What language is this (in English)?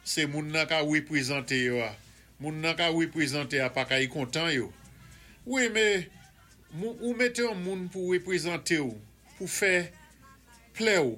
Saint Lucian Creole French